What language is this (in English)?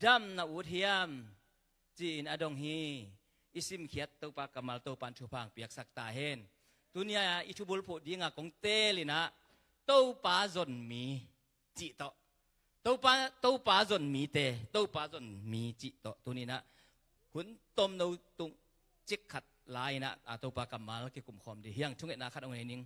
Tedim Chin